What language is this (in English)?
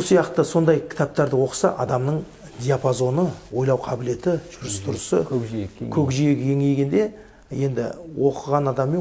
Kazakh